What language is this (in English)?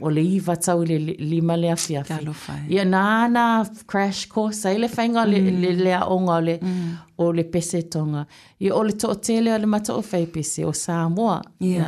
Samoan